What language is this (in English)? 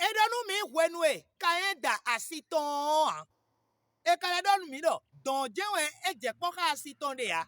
Fon